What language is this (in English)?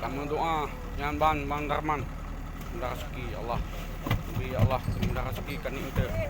Achinese